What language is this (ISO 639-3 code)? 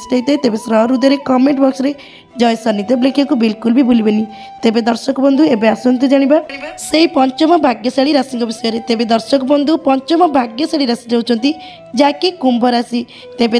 ori